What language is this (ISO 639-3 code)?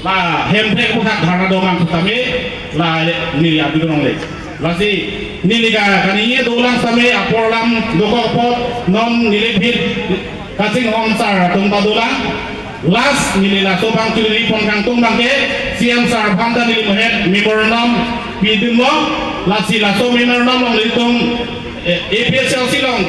mjw